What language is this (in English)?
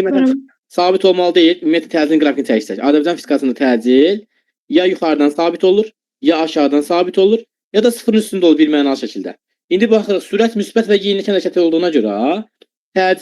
Azerbaijani